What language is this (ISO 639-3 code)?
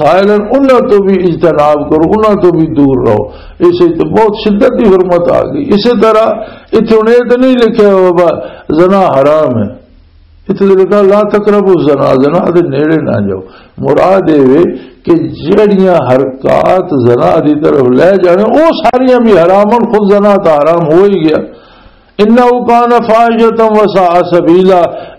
lah